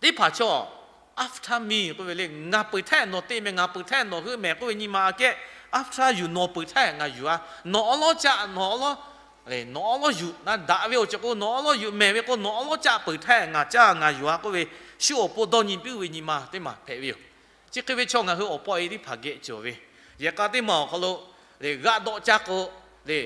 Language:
Lahu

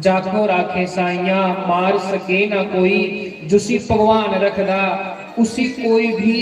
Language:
Dogri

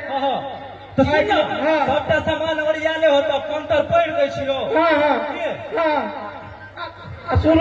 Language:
Maithili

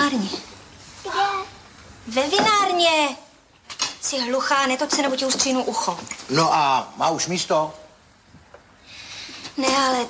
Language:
Czech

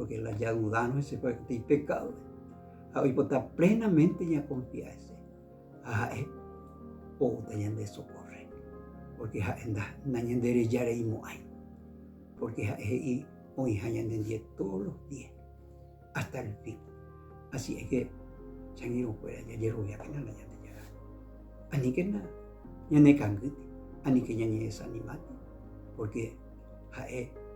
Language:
Guarani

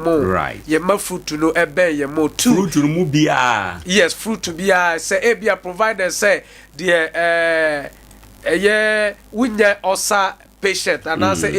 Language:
Akan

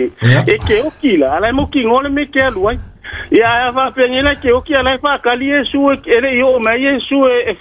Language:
Samoan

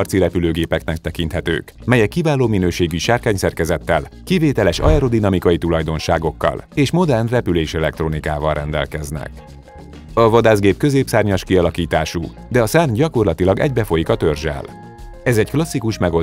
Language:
Hungarian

